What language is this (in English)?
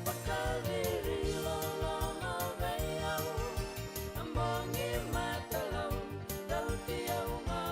Fijian